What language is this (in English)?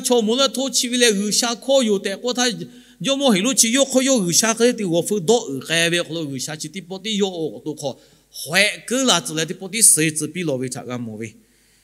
Lahu